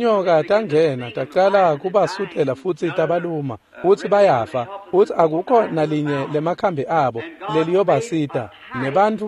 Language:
Swati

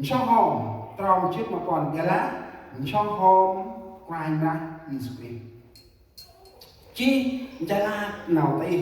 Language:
Central Mnong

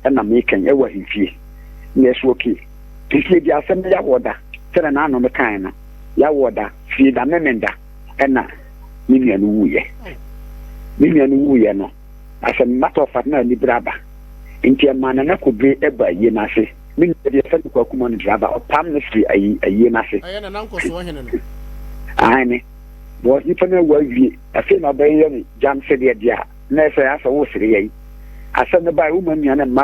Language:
Akan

